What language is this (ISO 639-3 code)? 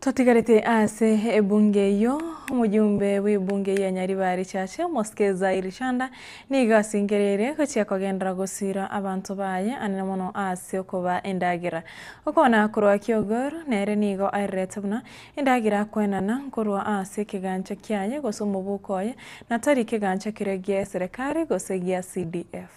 guz